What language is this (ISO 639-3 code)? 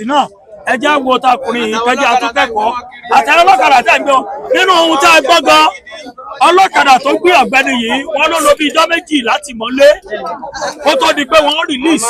yor